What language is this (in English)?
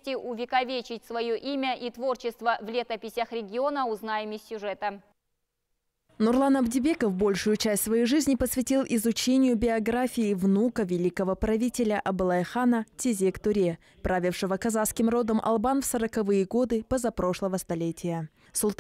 Russian